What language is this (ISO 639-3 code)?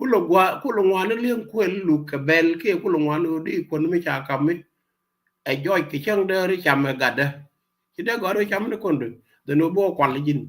nus